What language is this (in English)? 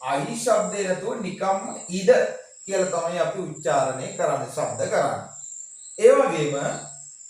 Sinhala